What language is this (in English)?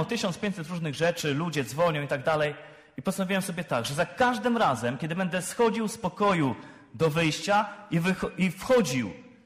Polish